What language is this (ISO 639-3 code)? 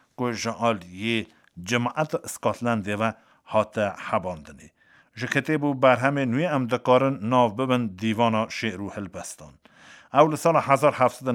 kur